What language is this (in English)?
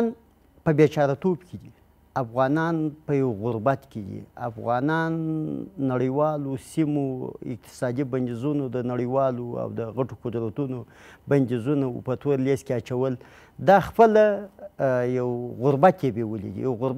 Pashto